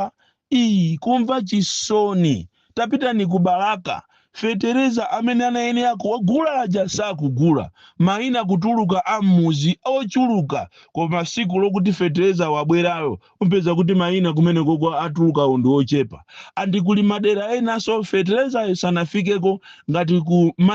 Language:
Nyanja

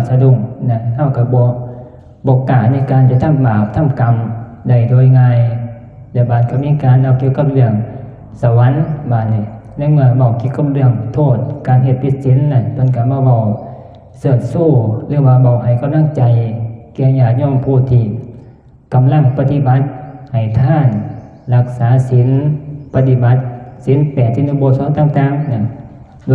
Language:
Northeastern Thai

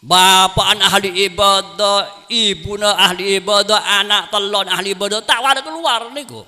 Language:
Madurese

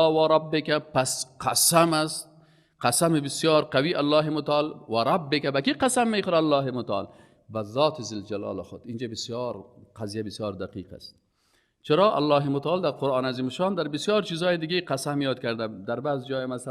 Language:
Persian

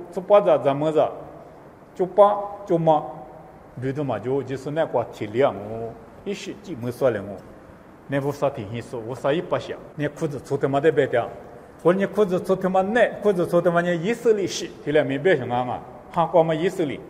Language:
Lisu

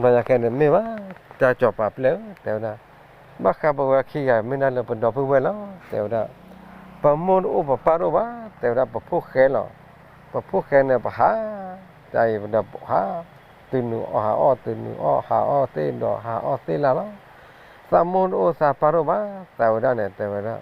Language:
S'gaw Karen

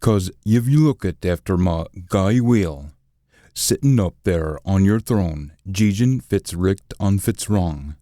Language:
Scots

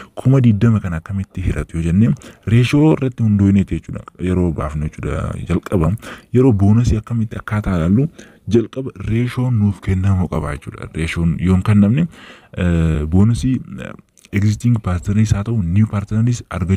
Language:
Oromo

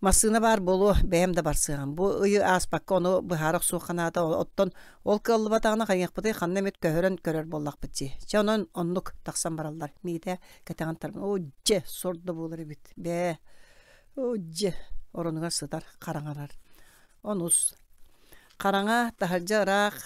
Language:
Yakut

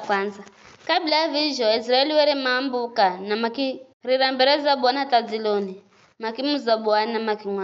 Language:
Giryama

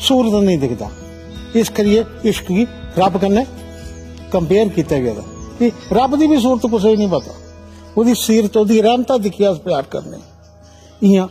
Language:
Dogri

